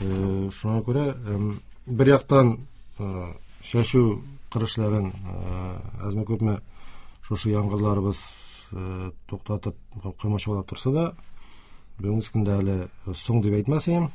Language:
Tatar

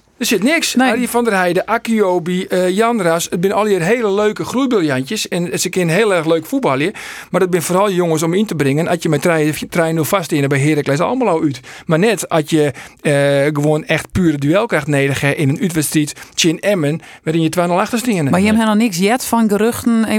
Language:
Western Frisian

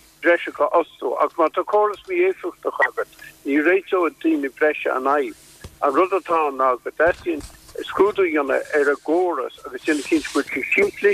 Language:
Irish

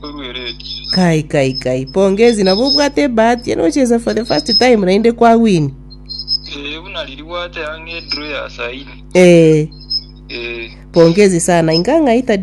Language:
Gusii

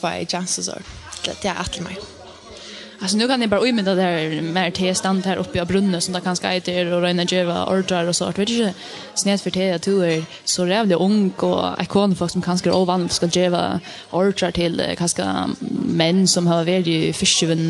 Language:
Faroese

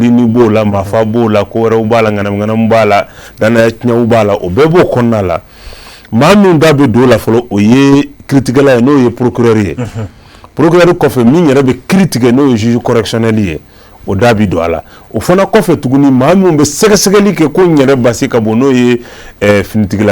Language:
Bambara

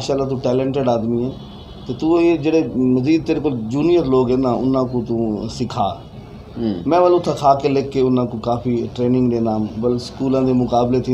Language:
Saraiki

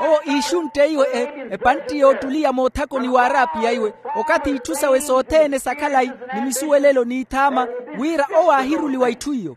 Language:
Makhuwa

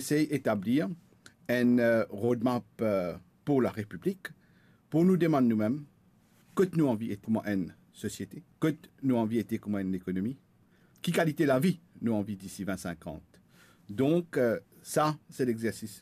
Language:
Morisyen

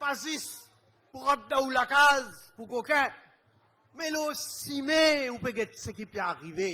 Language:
Morisyen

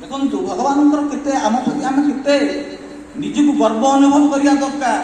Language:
Odia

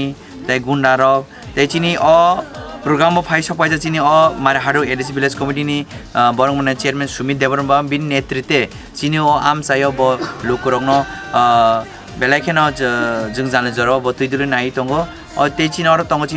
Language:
Kok Borok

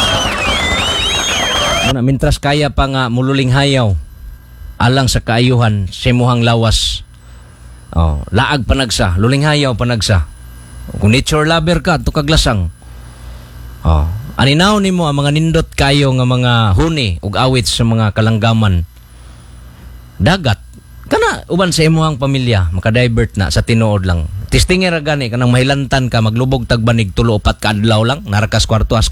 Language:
Cebuano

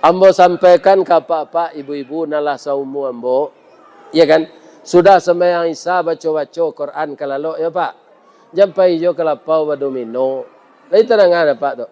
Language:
Minangkabau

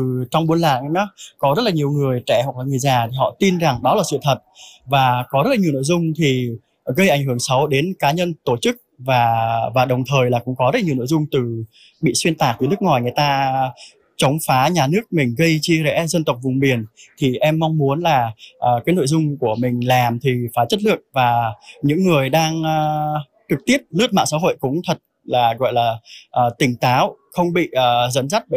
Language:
Vietnamese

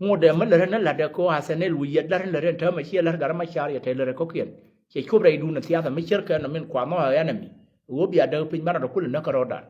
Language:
Nuer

